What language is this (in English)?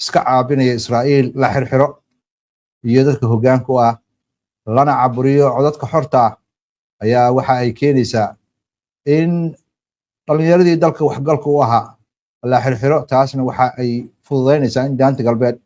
Somali